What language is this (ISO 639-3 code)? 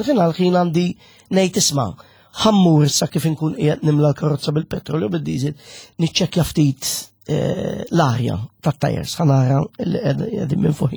mlt